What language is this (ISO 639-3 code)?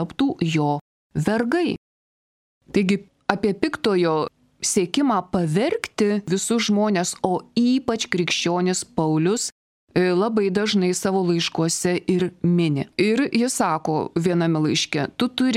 lit